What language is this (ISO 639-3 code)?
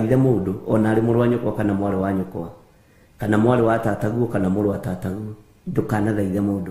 kik